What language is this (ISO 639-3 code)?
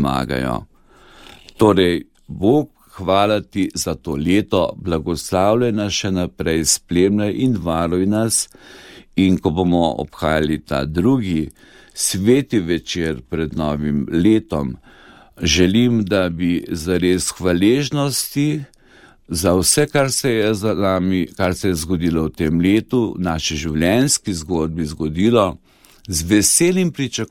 slv